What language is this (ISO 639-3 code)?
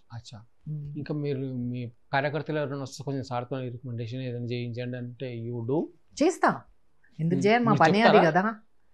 tel